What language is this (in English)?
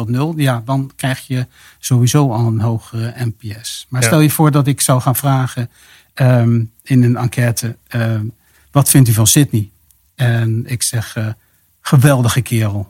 Dutch